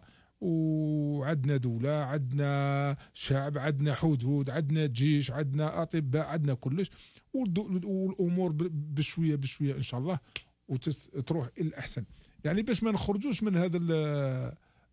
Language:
Algerian Arabic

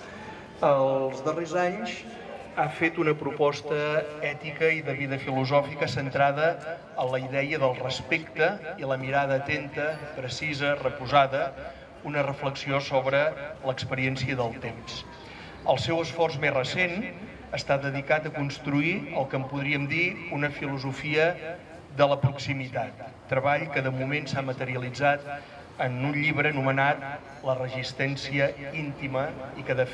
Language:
Catalan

